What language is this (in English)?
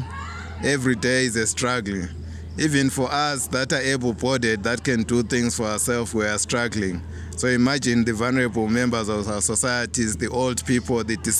Tswana